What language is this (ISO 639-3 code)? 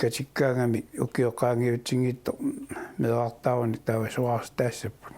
kal